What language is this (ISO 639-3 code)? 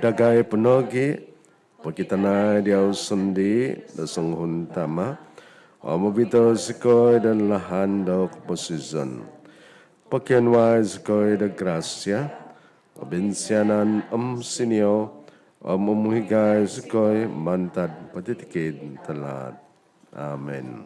dtp